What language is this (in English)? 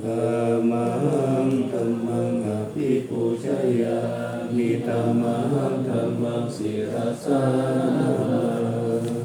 Pali